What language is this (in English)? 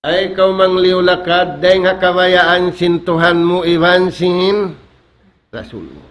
Tausug